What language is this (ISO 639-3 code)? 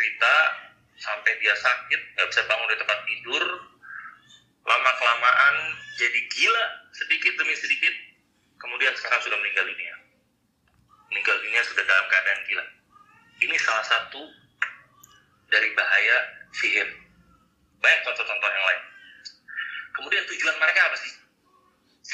ind